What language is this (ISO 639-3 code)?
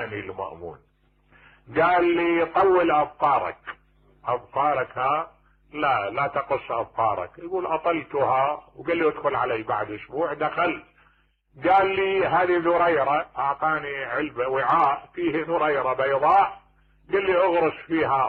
acm